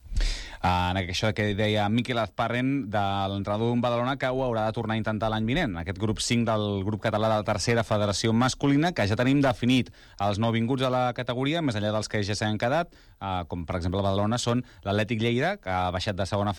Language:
Catalan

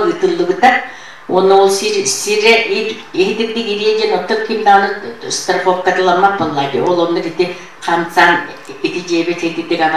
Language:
Yakut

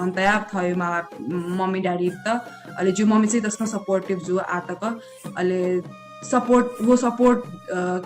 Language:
Newari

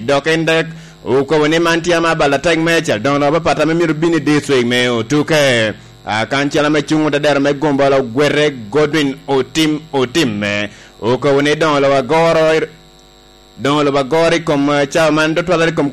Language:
Lango (Uganda)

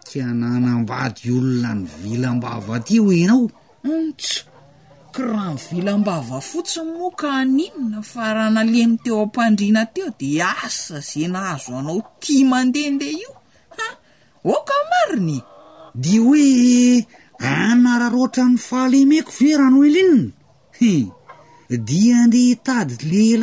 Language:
Malagasy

